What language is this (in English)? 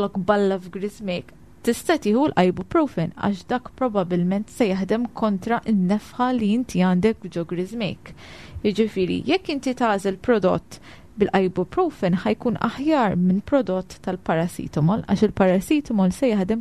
Maltese